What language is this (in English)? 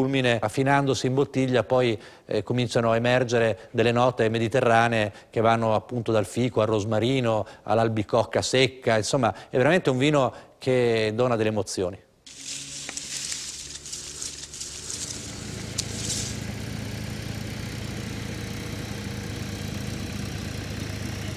Italian